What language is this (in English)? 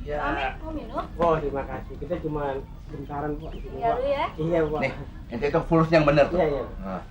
Betawi